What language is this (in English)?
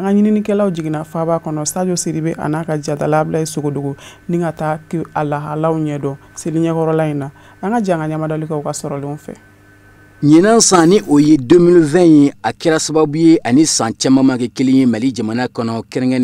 Bambara